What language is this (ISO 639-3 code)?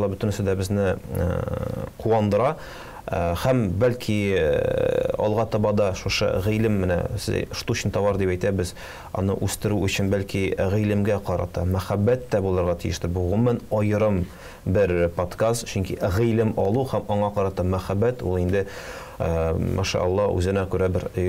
tat